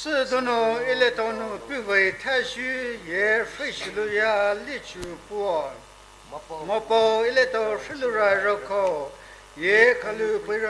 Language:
Poumei Naga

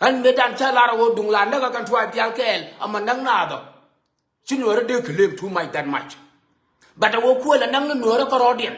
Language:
Nuer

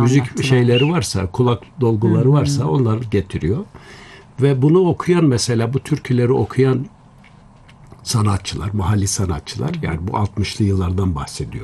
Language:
Turkish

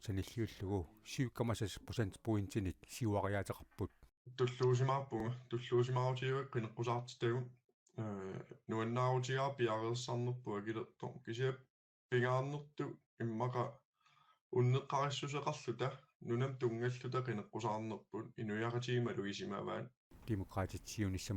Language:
Kalaallisut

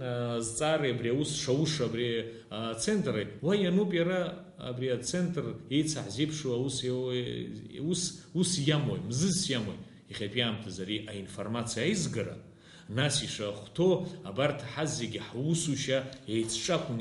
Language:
Abkhazian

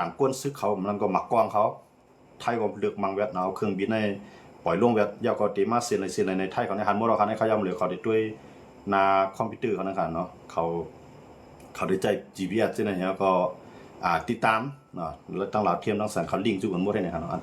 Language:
Shan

